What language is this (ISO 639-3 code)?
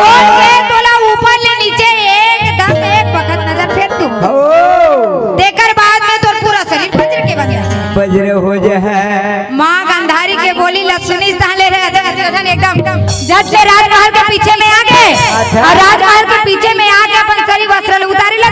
hne